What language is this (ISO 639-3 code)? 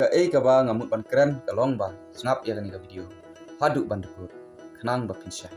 kha